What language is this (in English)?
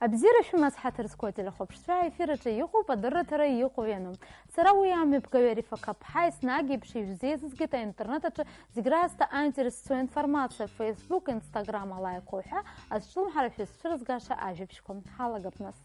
Abkhazian